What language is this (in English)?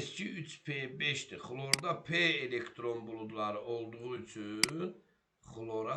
Azerbaijani